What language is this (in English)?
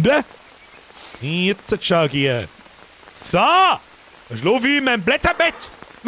Bavarian